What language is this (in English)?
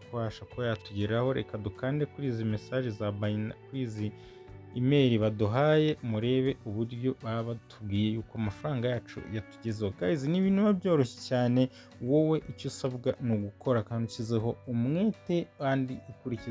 Kinyarwanda